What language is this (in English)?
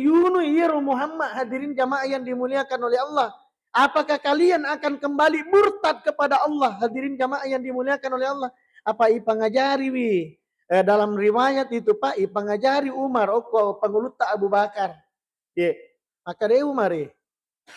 Buginese